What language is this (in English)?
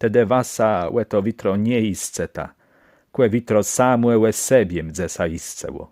Kashubian